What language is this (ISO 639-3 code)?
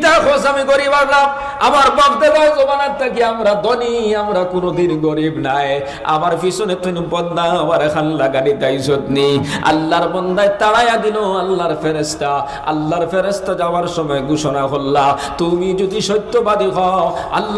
syl